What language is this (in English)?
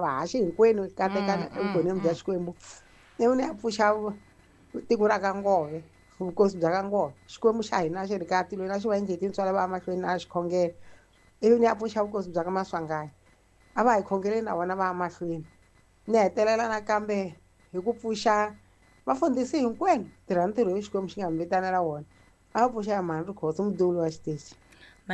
Tsonga